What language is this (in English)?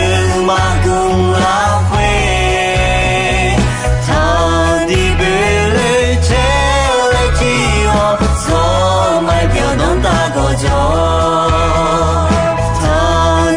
Akha